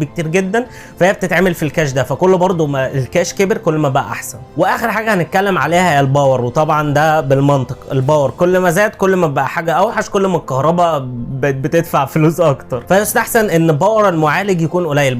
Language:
Egyptian Arabic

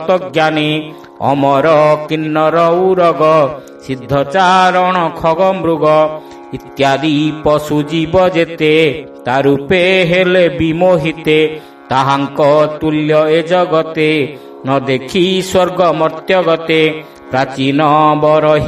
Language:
Odia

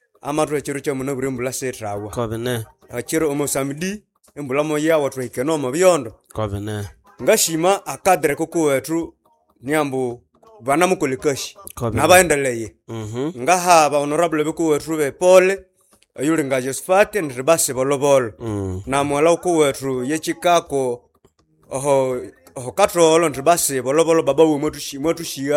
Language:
Nande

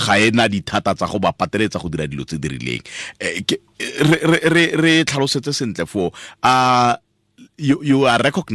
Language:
Tswana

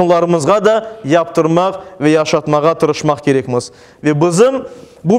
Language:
Crimean Tatar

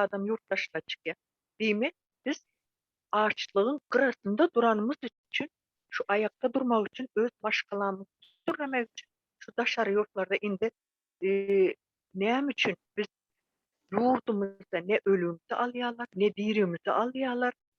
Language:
Turkmen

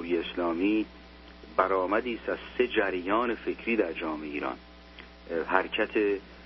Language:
Persian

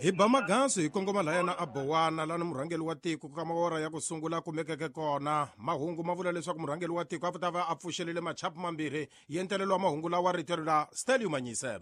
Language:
Tsonga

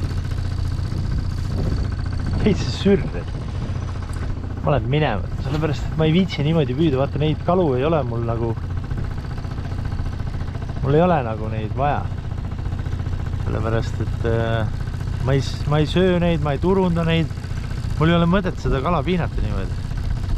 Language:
Estonian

